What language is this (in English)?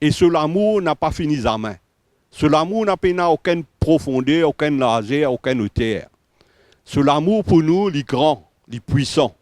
Morisyen